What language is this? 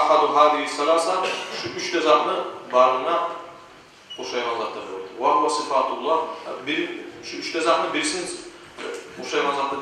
Kumyk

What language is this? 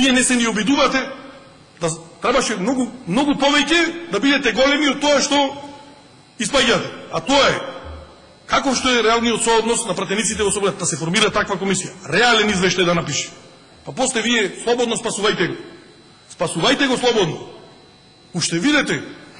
Macedonian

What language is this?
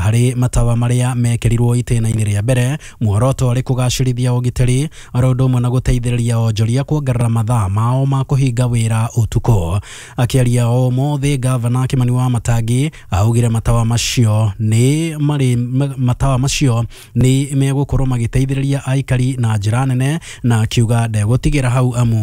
Kikuyu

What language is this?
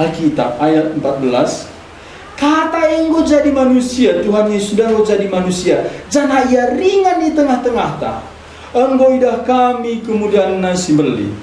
Batak Karo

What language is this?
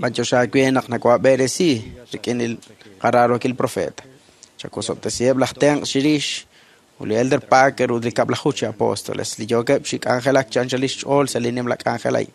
Kekchí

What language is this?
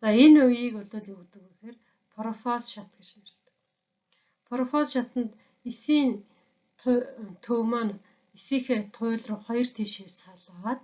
Mongolian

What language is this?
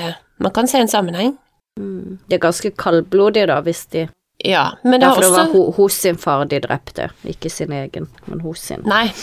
Norwegian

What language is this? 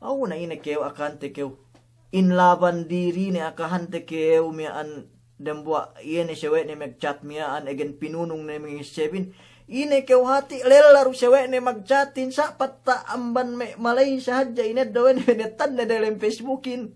Yakan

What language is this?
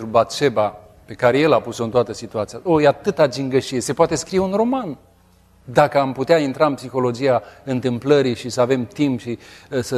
Romanian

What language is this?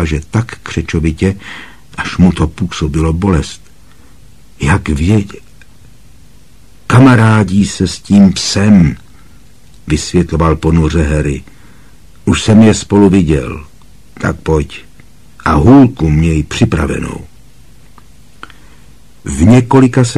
Czech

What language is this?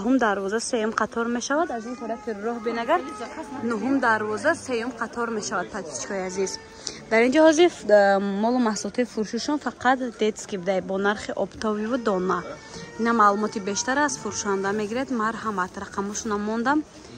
Tajik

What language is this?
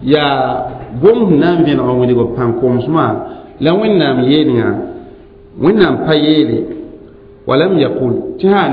Mossi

